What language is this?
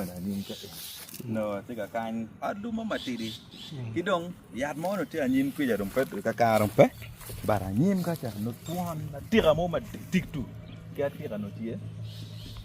Acoli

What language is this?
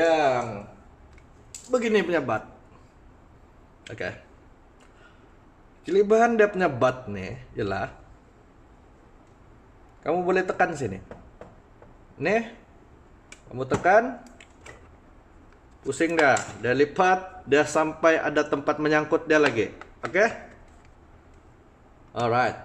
Malay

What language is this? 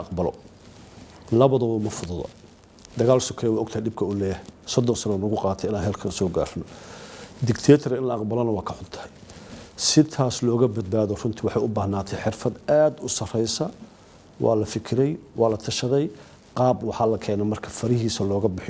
Somali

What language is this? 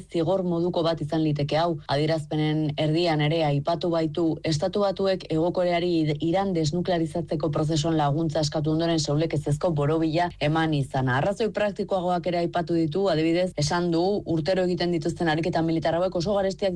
Basque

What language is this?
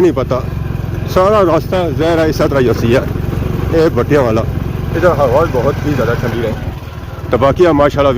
Pahari-Potwari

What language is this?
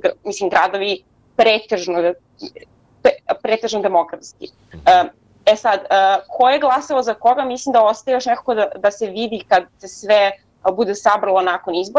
Serbian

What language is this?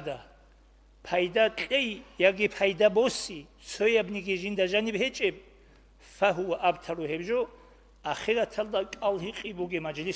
Avaric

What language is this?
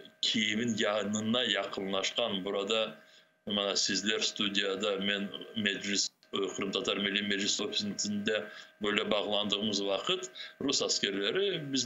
Crimean Tatar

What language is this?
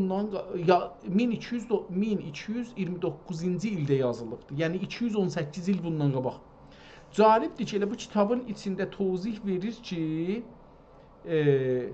South Azerbaijani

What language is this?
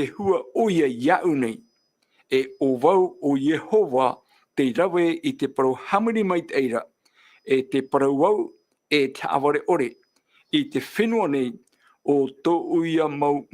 Tahitian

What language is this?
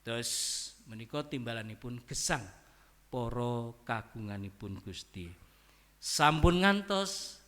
Javanese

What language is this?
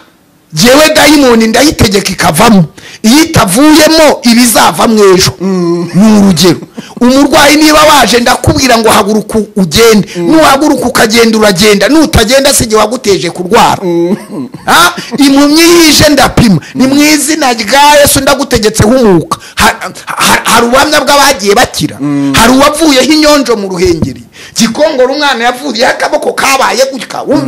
Kinyarwanda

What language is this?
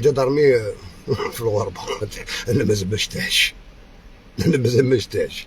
Algerian Arabic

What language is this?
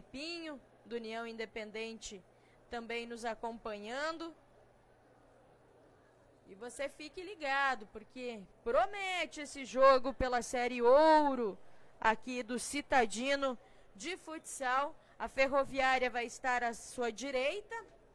Portuguese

